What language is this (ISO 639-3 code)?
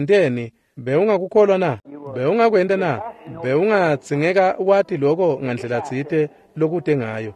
ssw